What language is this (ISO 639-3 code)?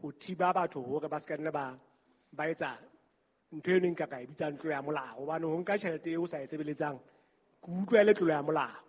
sot